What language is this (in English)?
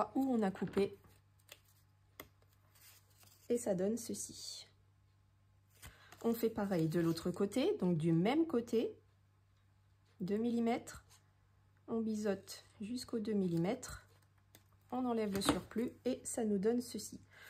French